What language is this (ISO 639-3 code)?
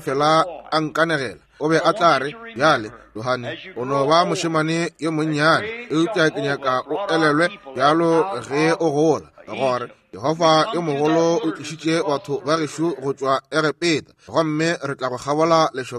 nso